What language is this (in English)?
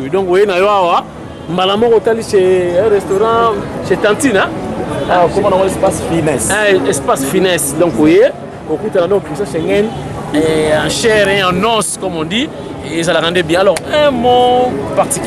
Lingala